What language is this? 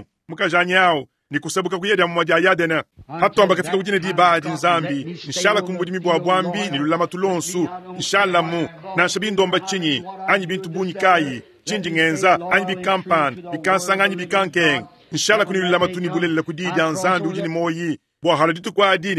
Luba-Lulua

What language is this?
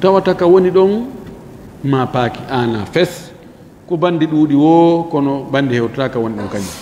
Fula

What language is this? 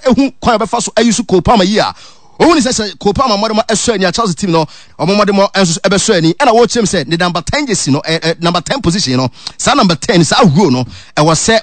Akan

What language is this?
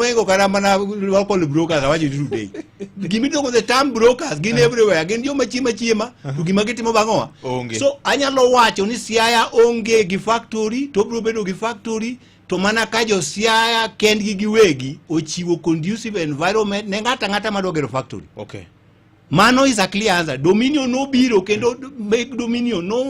Luo (Kenya and Tanzania)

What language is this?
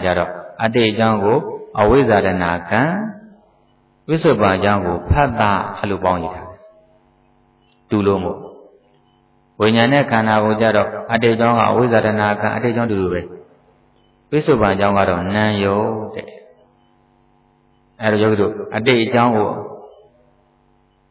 Burmese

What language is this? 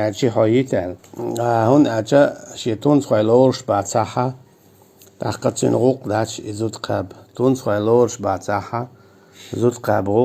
Chechen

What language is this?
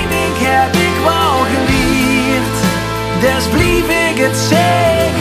Limburgish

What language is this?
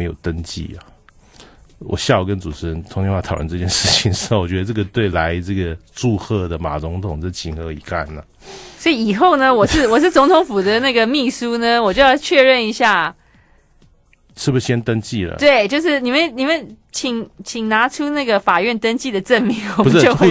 Chinese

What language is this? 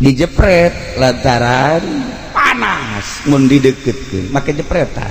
Sundanese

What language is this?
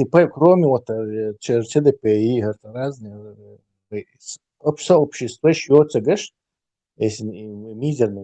Chechen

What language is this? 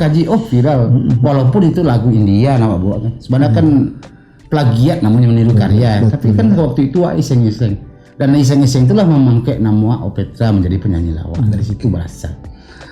Minangkabau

